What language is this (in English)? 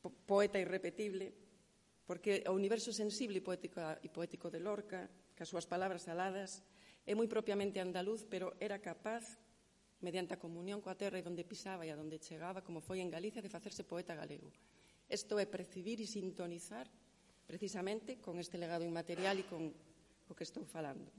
Galician